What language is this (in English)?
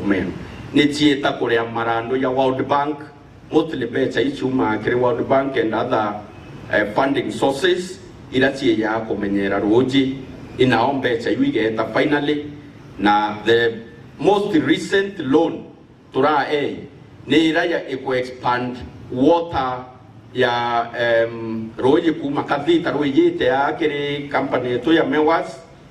Meru